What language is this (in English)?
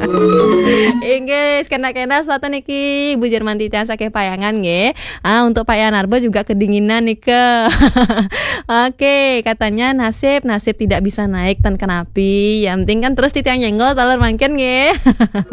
Balinese